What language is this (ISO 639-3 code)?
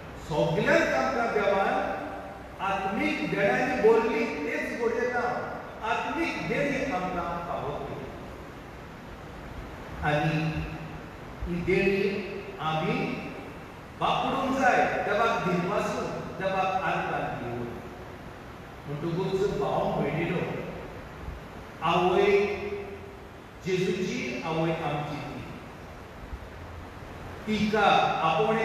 kok